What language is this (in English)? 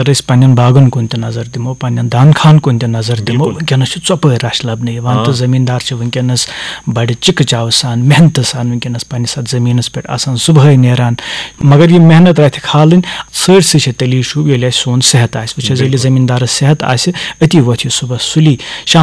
Kashmiri